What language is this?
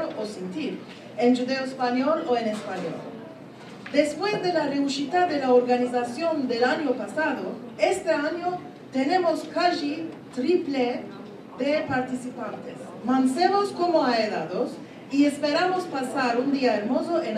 Ladino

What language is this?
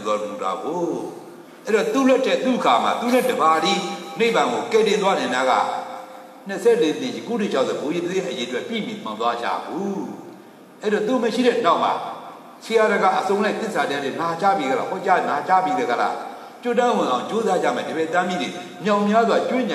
Burmese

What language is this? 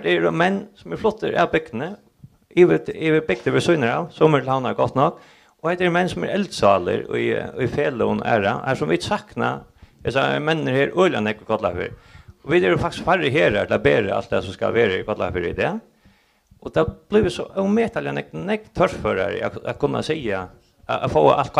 Faroese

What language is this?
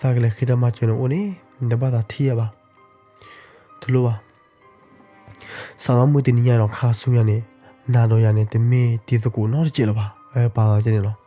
S'gaw Karen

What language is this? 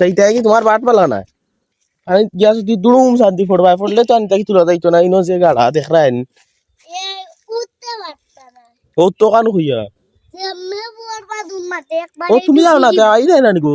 Sylheti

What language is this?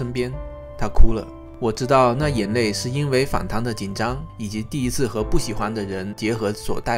Chinese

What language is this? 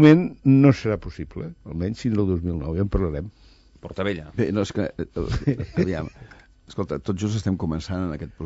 Catalan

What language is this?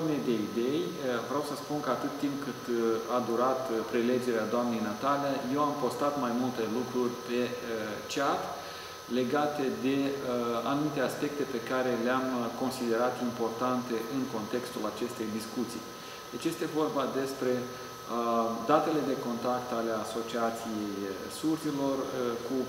Romanian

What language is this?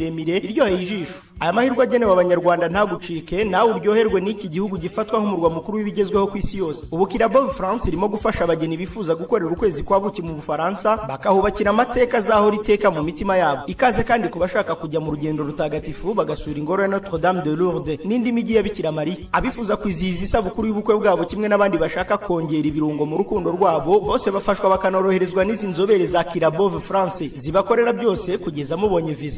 Kinyarwanda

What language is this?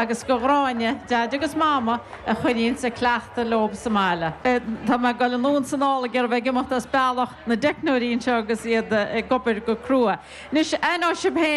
Irish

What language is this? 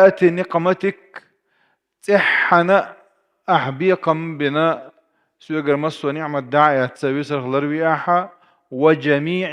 Chechen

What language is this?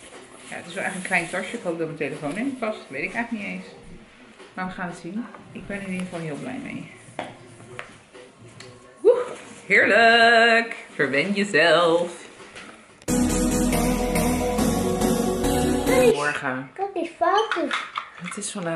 Dutch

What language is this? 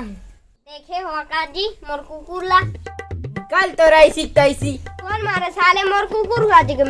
Chhattisgarhi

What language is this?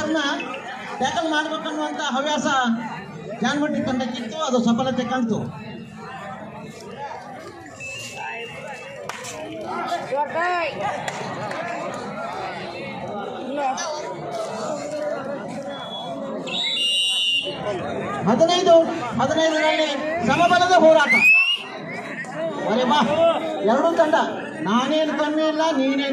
Kannada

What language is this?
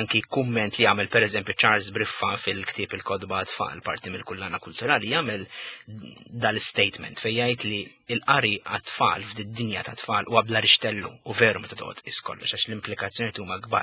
Maltese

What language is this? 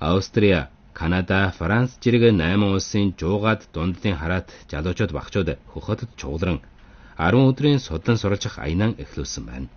Mongolian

